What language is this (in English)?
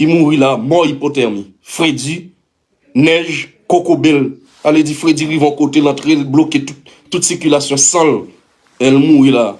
Haitian Creole